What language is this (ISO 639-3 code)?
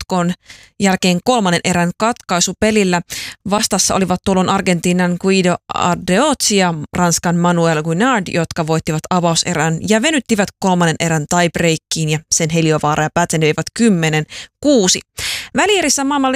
fin